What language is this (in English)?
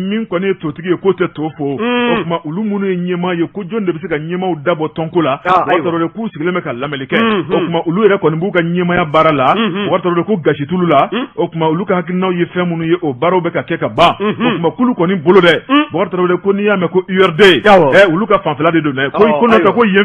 Bambara